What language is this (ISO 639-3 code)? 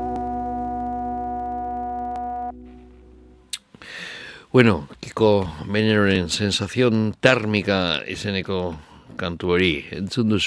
eus